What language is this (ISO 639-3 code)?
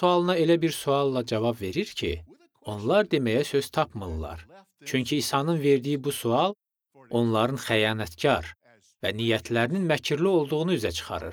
aze